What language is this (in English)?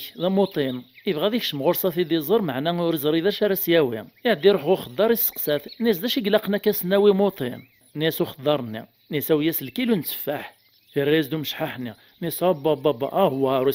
Kabyle